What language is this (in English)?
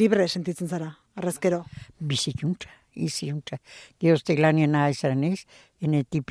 Basque